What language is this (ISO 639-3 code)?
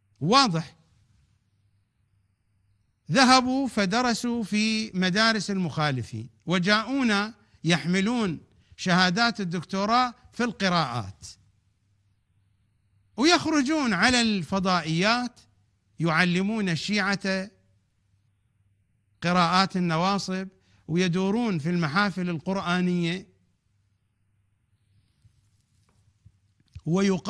ara